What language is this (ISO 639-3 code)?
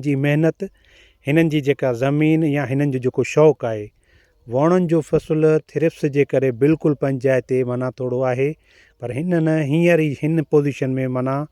snd